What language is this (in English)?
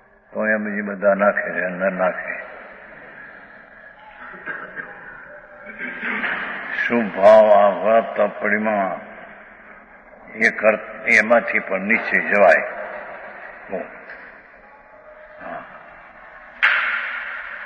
Gujarati